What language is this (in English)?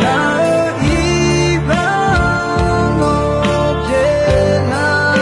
Akha